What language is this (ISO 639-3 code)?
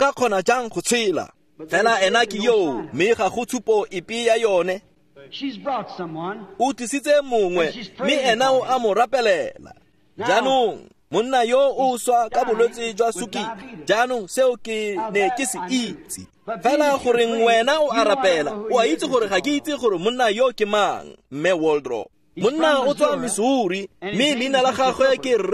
tsn